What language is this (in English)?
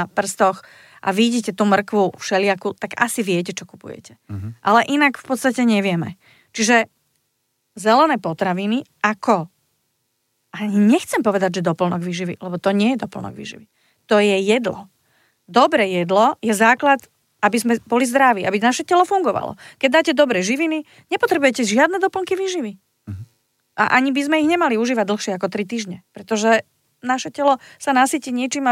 Slovak